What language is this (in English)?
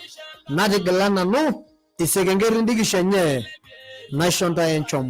Masai